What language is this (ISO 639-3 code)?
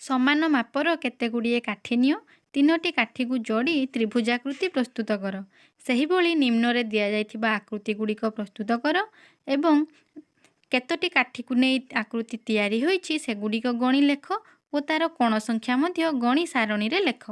ori